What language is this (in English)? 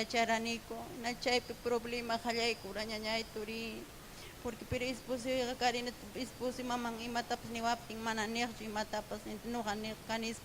Ayacucho Quechua